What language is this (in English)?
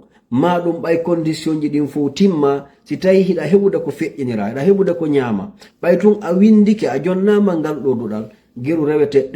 Fula